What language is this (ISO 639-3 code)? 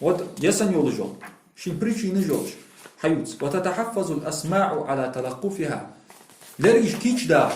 inh